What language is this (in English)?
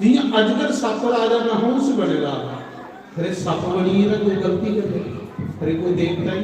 Dogri